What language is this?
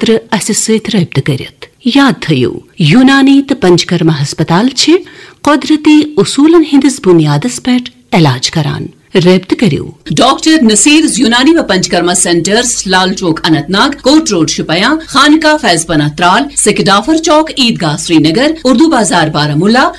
Kashmiri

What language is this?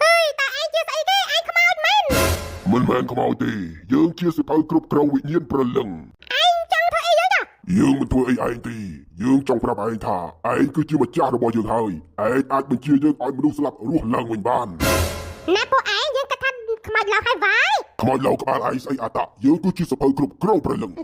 Khmer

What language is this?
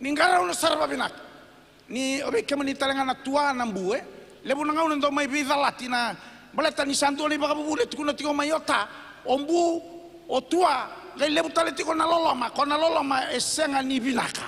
Fijian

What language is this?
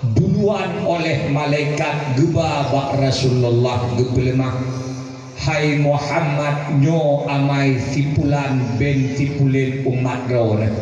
Achinese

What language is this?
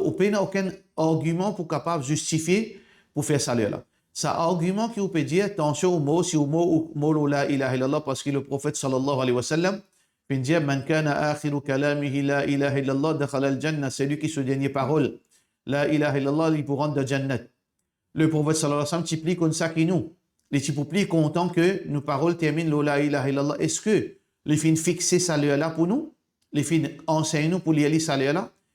Morisyen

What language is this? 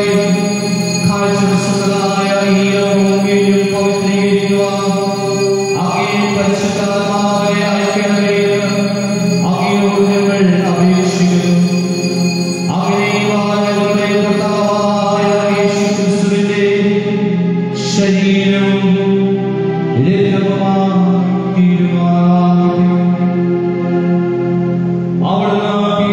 Malayalam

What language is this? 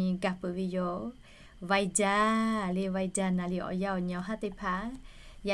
Lahu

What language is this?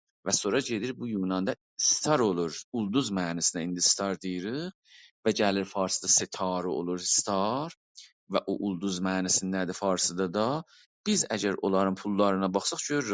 South Azerbaijani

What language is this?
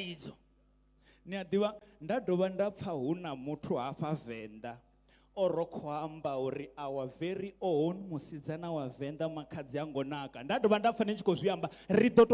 Venda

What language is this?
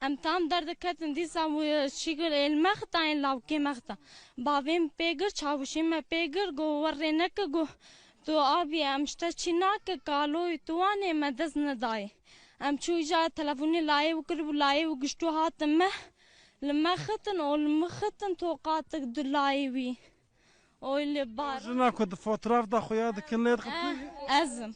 Kurdish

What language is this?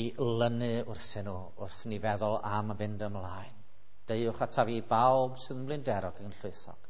Welsh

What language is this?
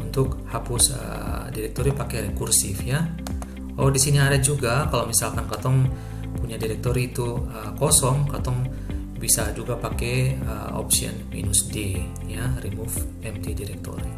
Ambonese Malay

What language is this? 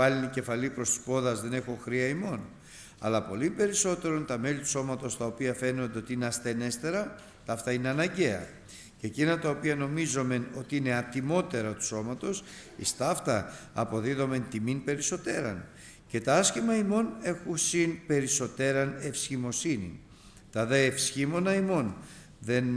Greek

